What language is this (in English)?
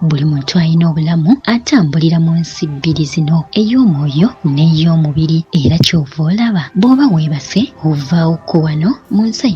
Ganda